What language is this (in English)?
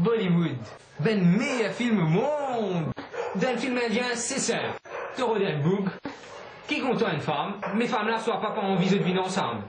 Morisyen